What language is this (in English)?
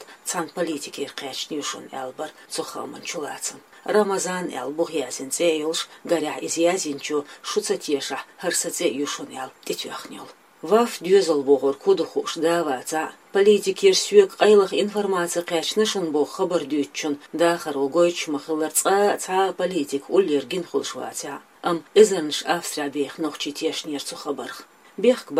Chechen